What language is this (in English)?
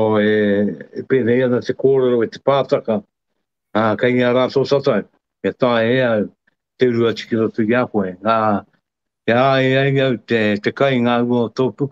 Māori